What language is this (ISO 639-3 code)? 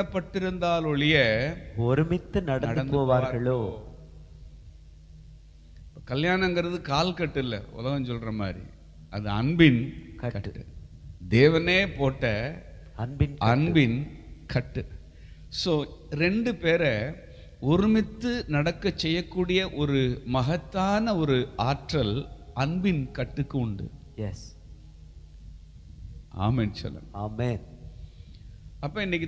tam